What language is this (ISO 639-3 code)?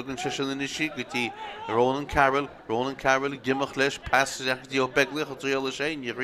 gle